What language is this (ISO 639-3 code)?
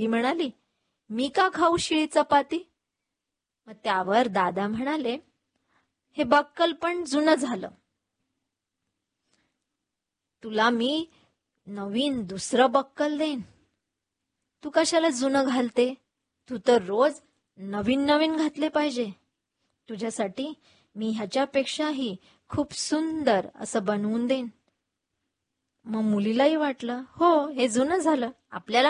mar